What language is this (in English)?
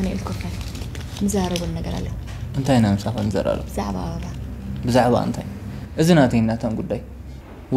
Tigrinya